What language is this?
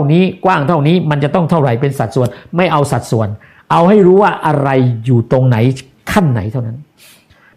Thai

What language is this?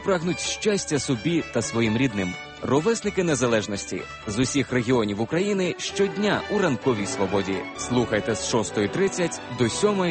Ukrainian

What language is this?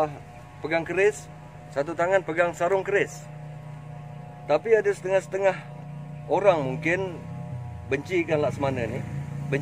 Malay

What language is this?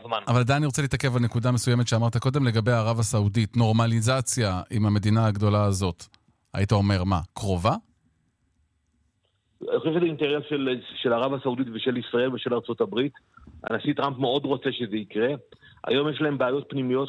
Hebrew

